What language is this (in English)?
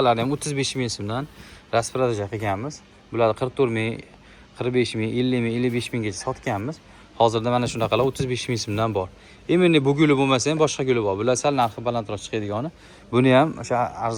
Uzbek